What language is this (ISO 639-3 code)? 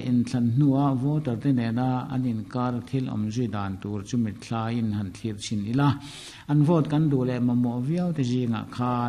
lus